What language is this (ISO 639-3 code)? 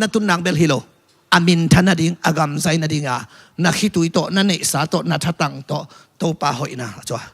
ctd